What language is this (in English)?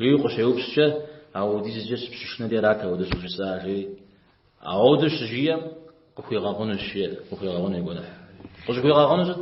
Kabardian